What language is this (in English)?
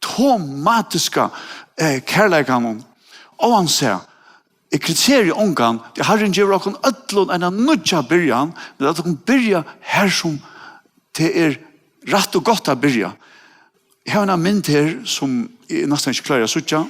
Faroese